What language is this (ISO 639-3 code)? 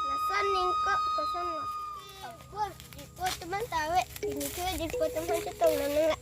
mjw